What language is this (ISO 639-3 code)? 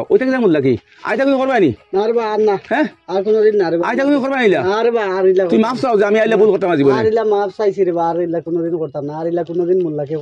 syl